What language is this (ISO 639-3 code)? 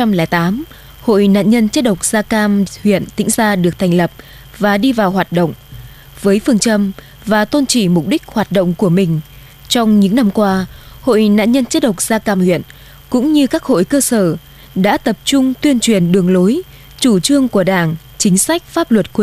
vie